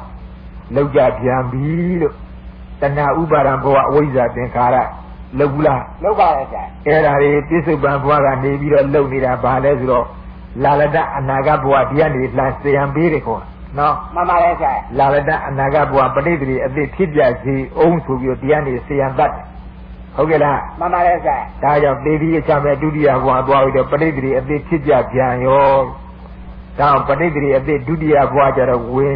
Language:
Burmese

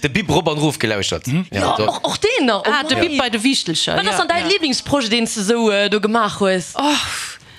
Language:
Luxembourgish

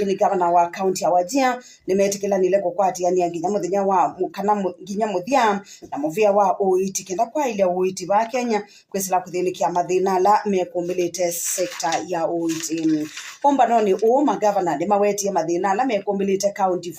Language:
Kamba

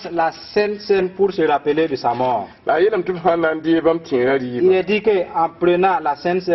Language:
Mossi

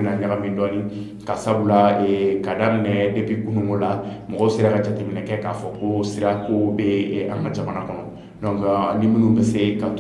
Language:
Bambara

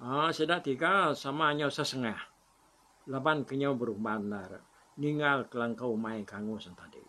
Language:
Iban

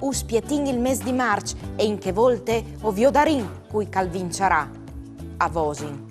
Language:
Friulian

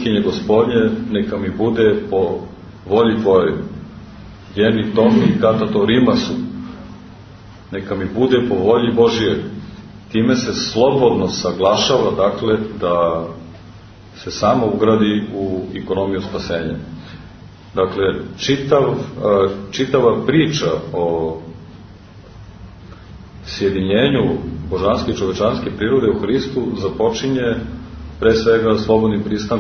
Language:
Serbian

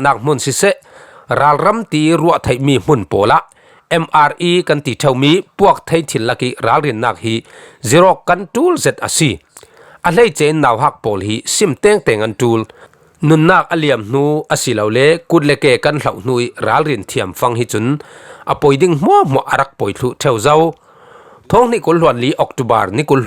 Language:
Falam Chin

